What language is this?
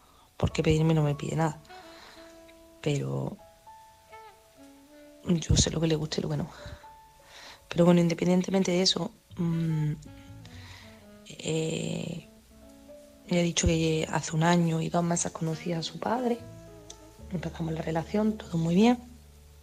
Spanish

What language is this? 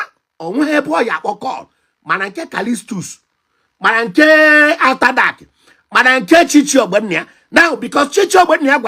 Igbo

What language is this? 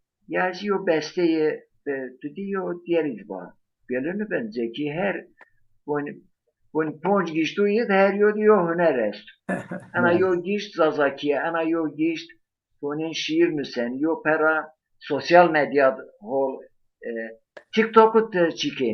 Zaza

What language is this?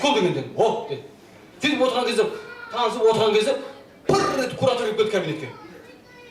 Kara-Kalpak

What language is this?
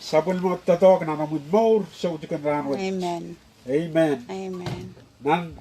Pohnpeian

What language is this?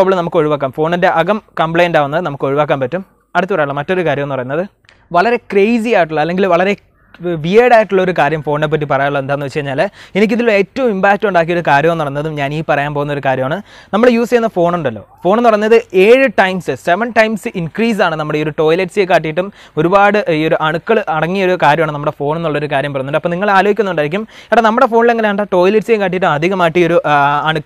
Malayalam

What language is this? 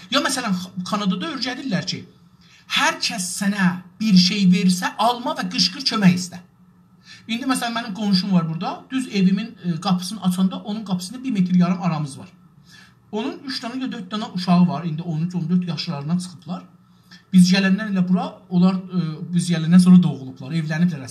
South Azerbaijani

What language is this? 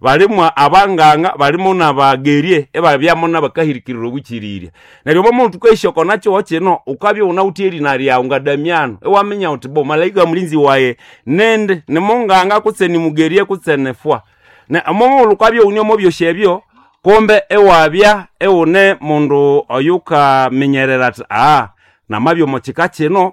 Nande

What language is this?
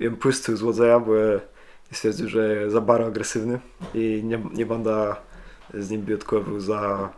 Kashubian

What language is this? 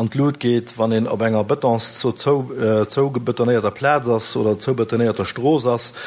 Luxembourgish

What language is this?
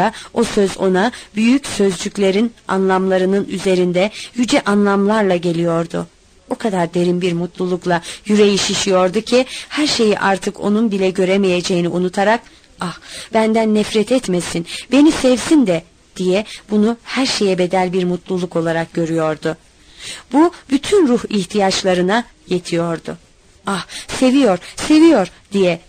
Turkish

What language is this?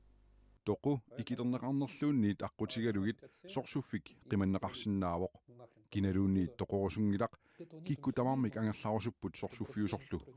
Kalaallisut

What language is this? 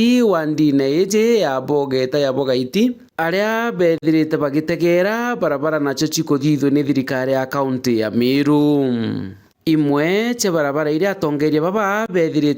Meru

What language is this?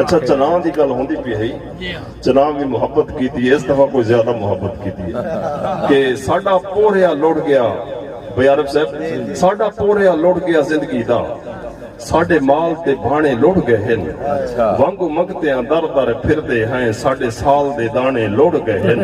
Saraiki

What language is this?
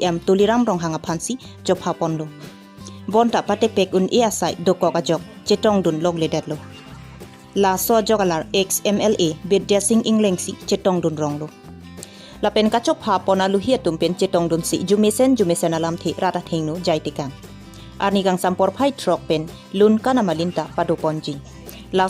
Karbi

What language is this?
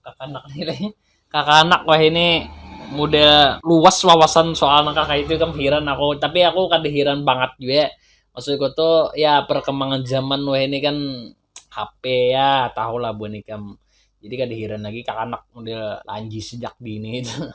Banjar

